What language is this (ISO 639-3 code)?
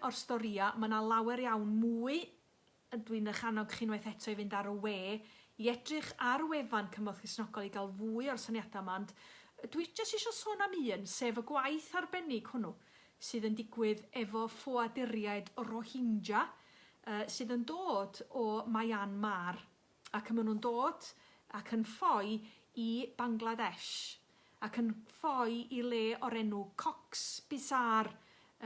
cym